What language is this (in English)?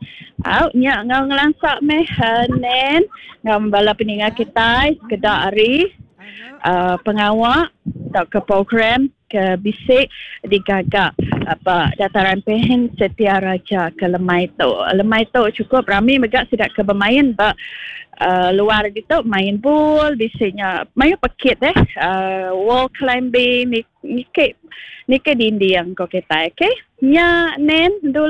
Iban